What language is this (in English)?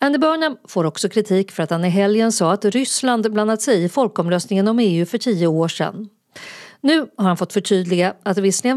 Swedish